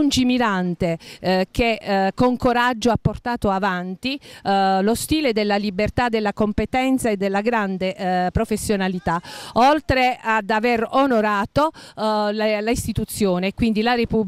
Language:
Italian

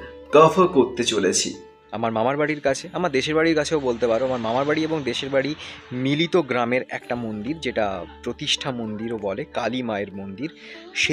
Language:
Bangla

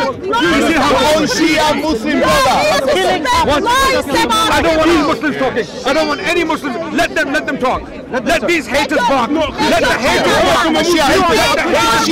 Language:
English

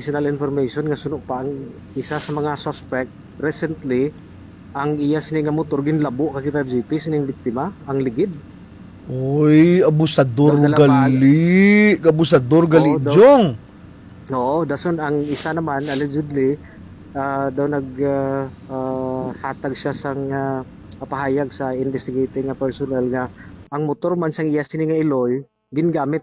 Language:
Hiligaynon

